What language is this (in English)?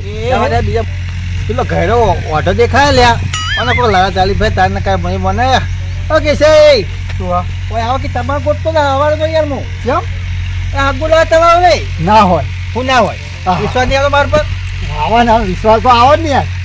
Gujarati